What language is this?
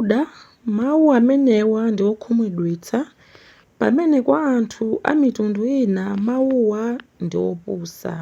Nyanja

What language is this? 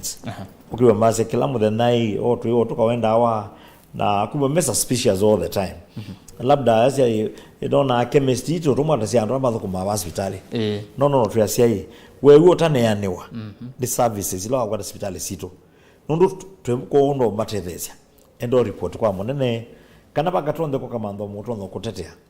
Kamba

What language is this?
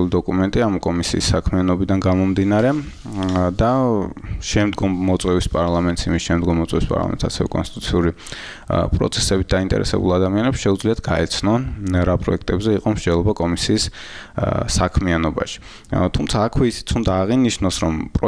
Georgian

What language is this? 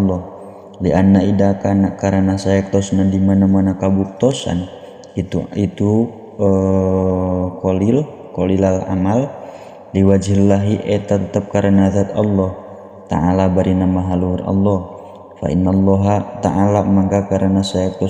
Sundanese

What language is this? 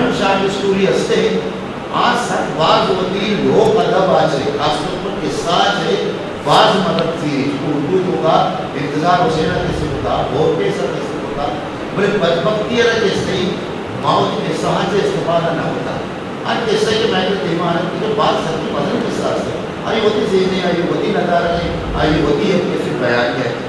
Eastern Balochi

